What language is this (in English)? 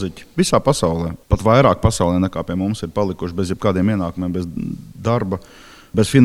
Latvian